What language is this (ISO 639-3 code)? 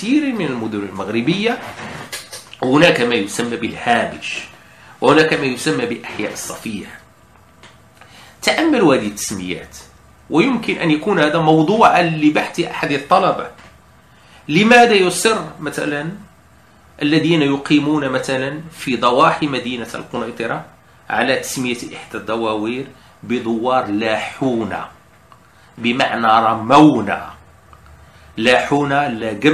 ara